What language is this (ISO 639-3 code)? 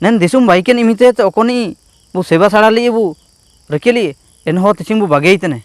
hoc